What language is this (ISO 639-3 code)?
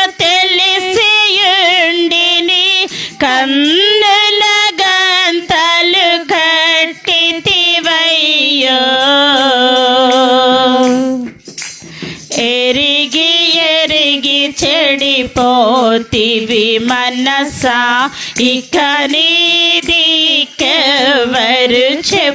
tel